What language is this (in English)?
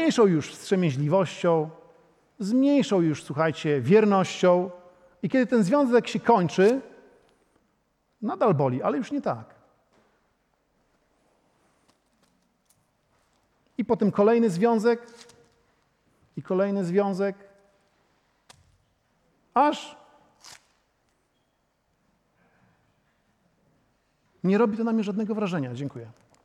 Polish